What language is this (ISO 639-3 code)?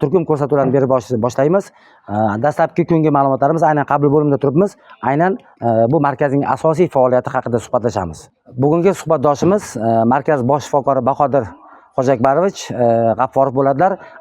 uzb